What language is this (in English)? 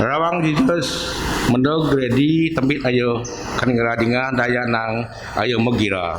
Biatah Bidayuh